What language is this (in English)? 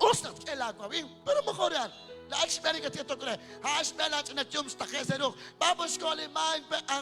Kekchí